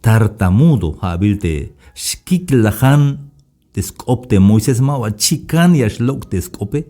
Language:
Tzeltal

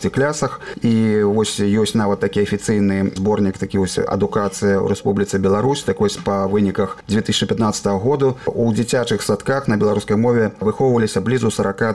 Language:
Belarusian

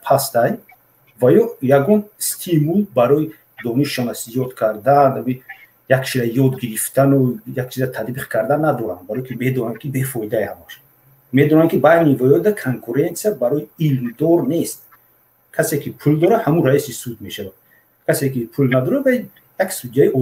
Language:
Tajik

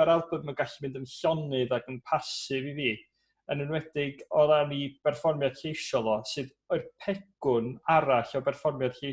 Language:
Welsh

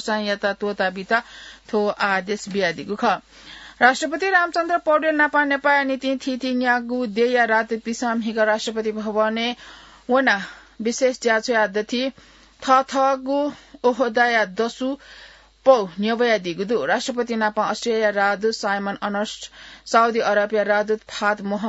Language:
Newari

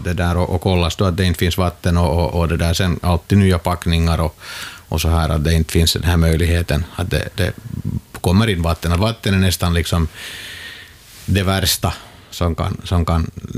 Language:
Swedish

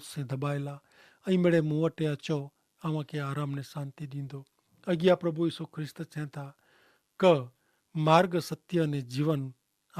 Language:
Kachhi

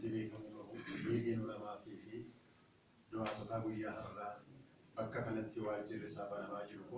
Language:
Oromo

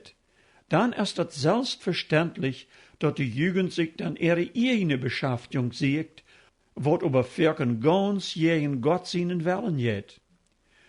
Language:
Plautdietsch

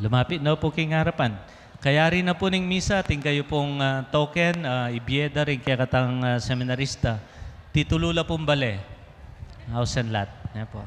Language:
Pampanga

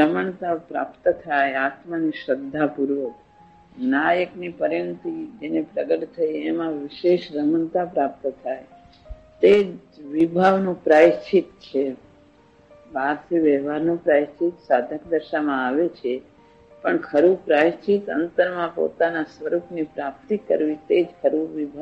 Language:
Gujarati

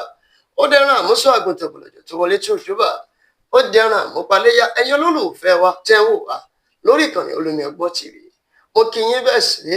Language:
Yoruba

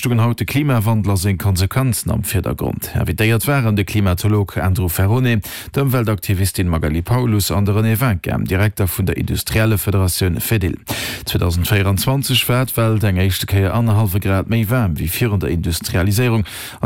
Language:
Luxembourgish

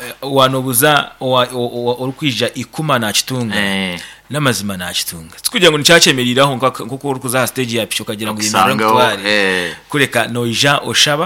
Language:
Nyankole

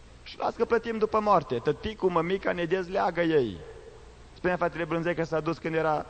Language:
Romanian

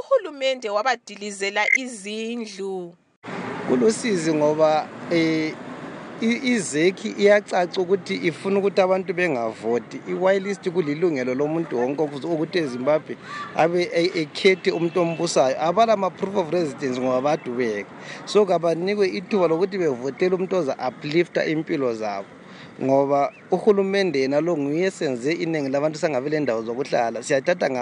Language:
North Ndebele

